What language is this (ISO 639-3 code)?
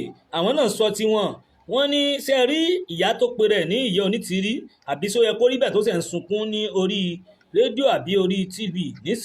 yor